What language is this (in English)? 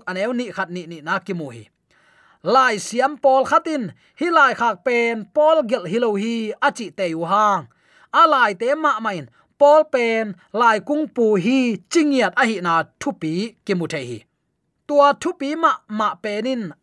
Tedim Chin